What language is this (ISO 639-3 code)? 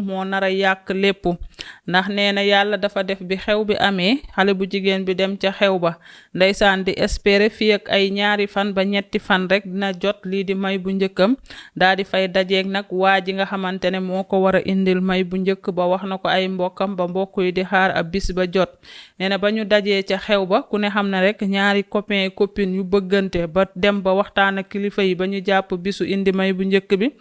wol